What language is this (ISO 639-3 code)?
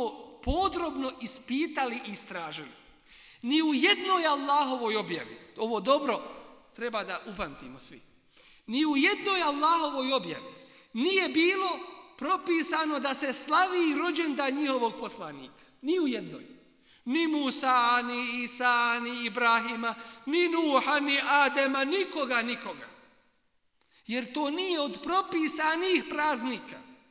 bos